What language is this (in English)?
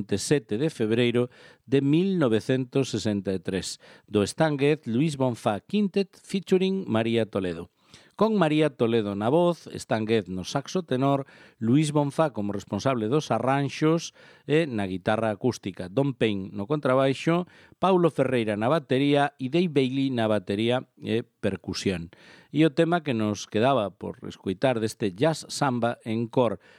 Galician